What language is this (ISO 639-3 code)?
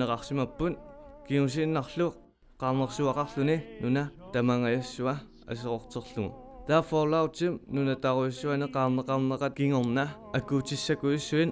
kal